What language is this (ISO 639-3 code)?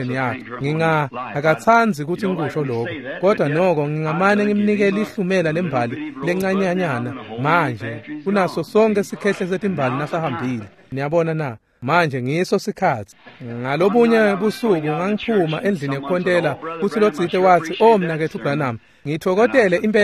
ssw